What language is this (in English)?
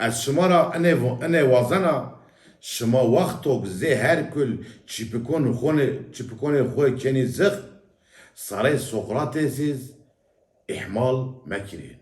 Zaza